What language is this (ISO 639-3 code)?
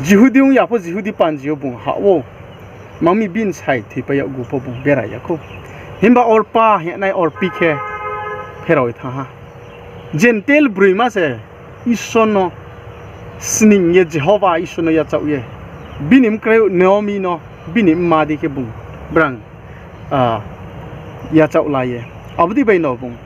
ria